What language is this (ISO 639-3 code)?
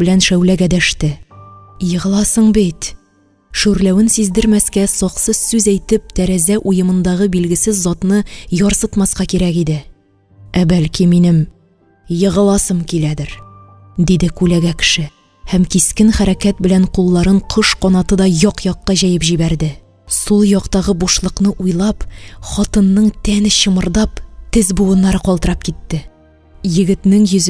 tat